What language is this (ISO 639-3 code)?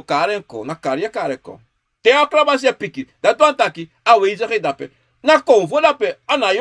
srn